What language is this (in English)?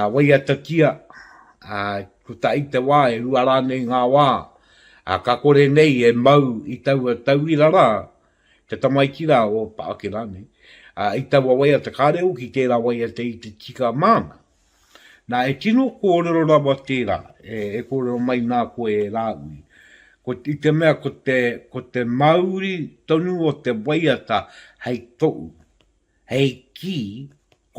Māori